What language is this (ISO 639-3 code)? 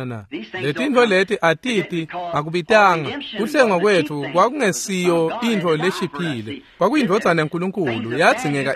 ssw